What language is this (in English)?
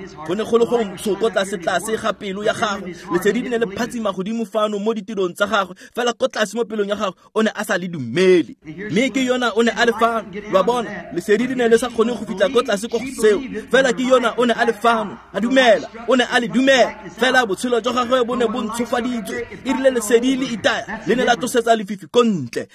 Tswana